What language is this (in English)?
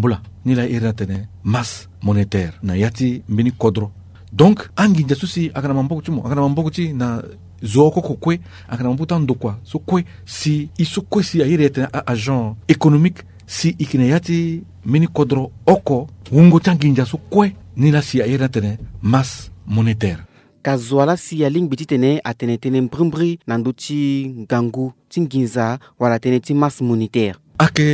Sango